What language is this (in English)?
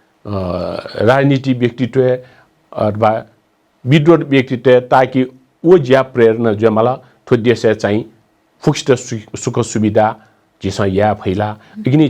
Newari